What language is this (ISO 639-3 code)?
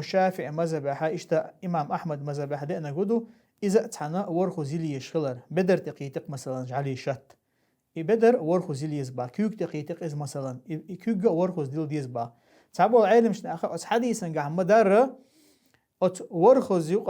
che